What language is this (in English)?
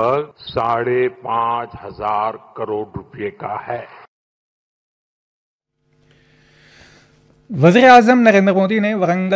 Urdu